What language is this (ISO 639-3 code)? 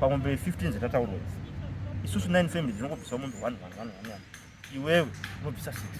sna